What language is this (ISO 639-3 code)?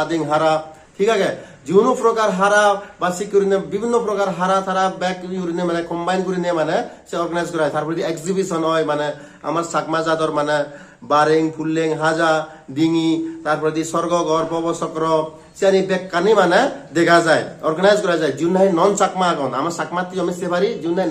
ccp